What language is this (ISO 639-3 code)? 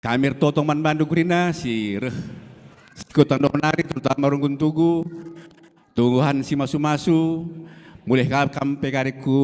btx